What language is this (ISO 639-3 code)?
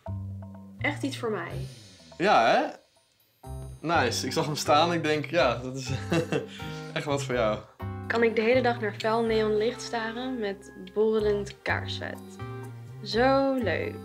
nld